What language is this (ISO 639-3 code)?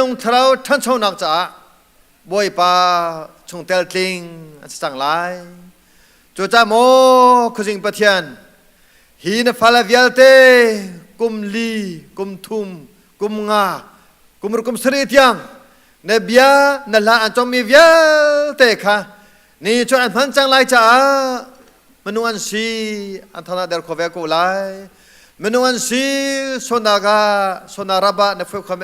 cnh